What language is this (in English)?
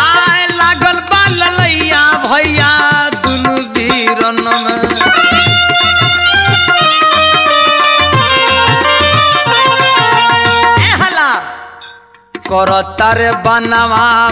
Bhojpuri